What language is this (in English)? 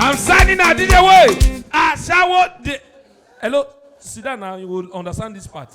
Nigerian Pidgin